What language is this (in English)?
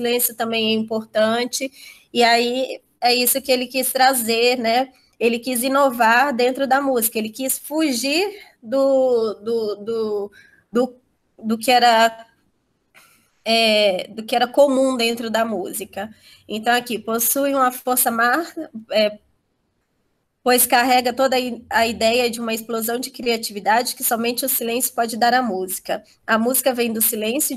Portuguese